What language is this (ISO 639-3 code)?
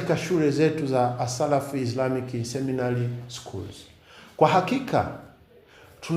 swa